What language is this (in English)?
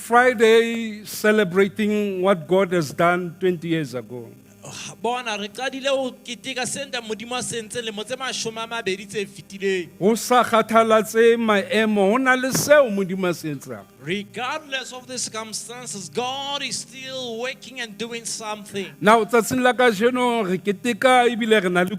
Southern Sotho